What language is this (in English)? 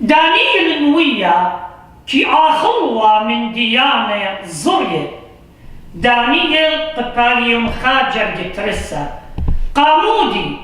Assyrian Neo-Aramaic